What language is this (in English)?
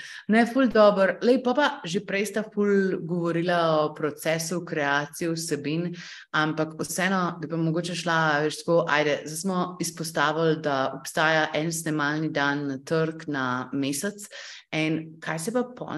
Slovenian